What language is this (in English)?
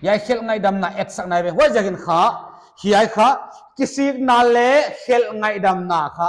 Paite Chin